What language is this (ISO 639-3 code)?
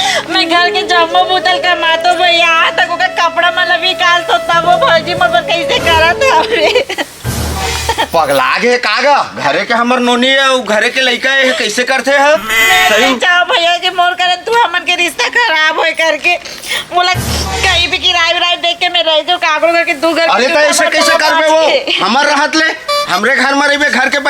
hne